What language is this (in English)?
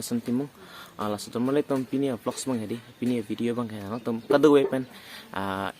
Karbi